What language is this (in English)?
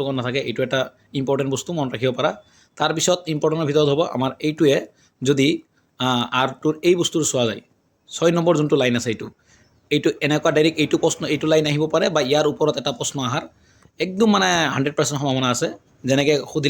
Assamese